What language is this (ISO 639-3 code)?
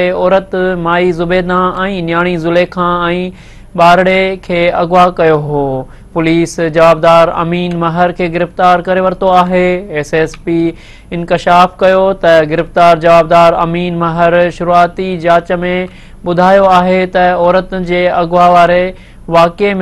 snd